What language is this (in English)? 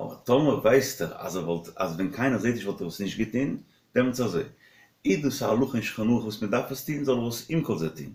Yiddish